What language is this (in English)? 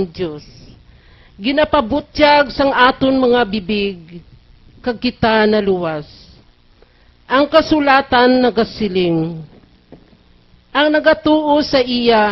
Hiligaynon